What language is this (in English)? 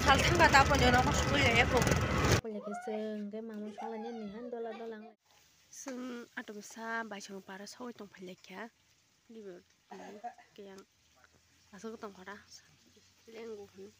Kok Borok